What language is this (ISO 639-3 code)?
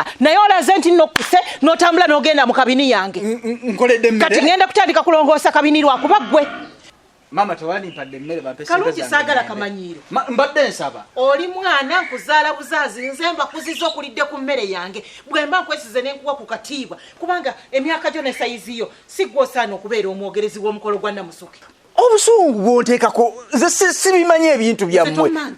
lug